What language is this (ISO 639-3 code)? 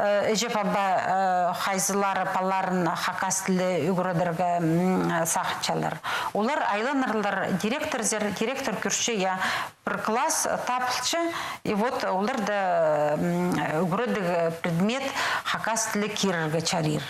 kjh